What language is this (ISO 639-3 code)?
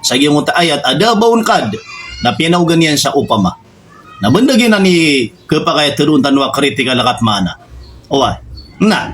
mrw